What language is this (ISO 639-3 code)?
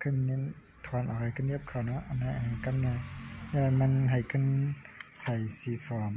shn